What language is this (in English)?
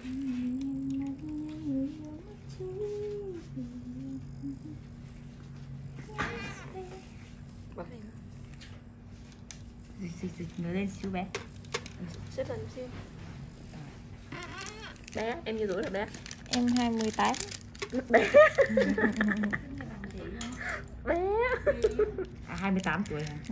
Vietnamese